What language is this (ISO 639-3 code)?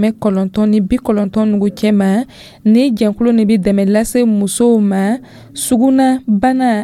dyu